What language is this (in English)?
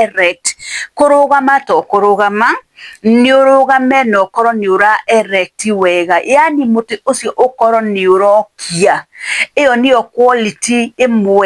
Kikuyu